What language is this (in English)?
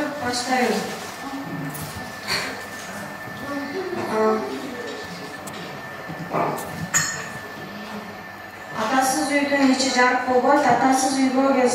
Kyrgyz